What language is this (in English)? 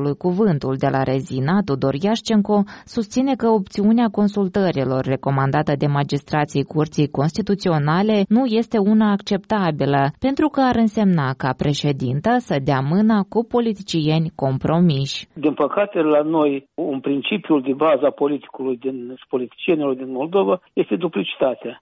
Romanian